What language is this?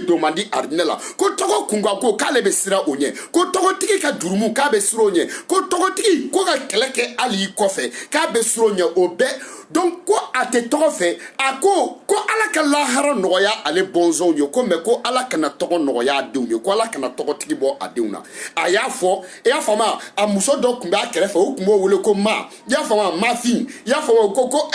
Bambara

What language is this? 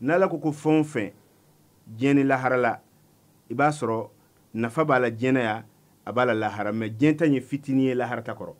Bambara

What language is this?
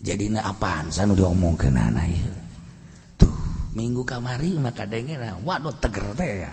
Sundanese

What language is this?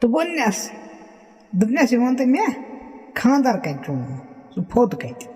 Kashmiri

